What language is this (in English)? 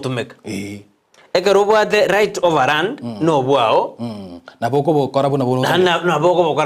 Gusii